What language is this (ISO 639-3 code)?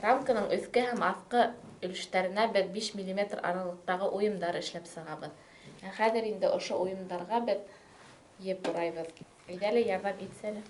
bak